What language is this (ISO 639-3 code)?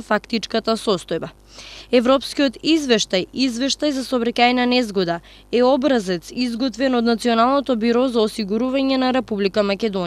mkd